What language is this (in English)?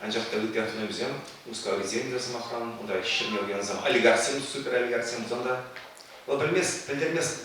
Chuvash